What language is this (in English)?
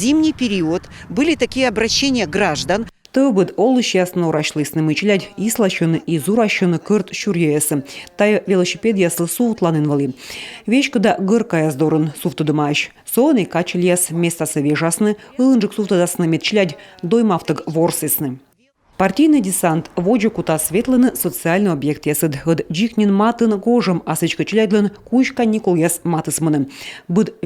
Komi